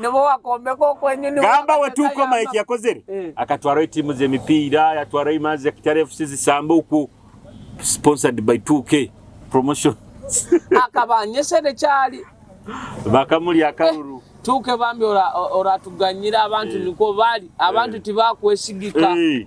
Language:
Nyoro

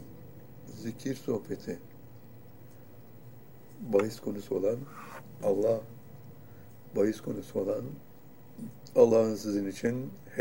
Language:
Turkish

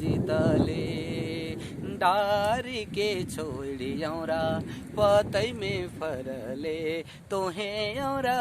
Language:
Sadri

